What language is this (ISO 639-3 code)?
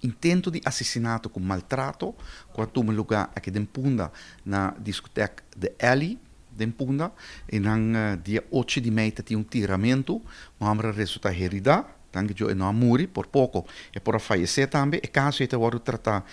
pap